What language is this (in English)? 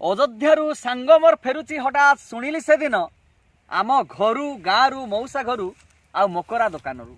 Odia